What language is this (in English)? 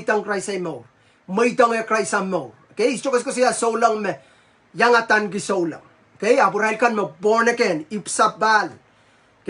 Pohnpeian